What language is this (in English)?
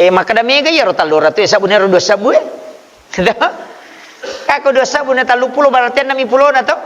Buginese